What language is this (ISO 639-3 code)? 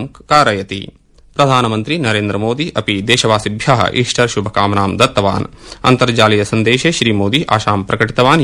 san